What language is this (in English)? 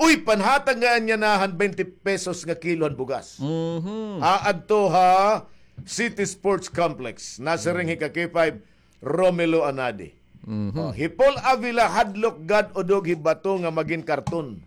Waray